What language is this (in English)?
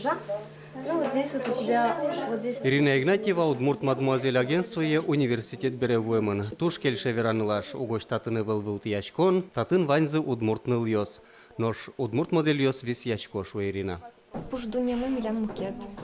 Udmurt